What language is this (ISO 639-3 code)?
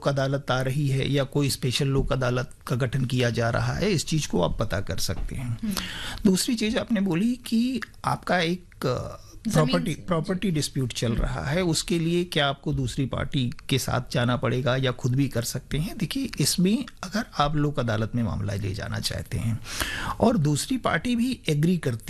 hin